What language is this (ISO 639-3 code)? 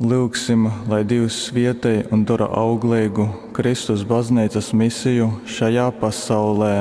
ltg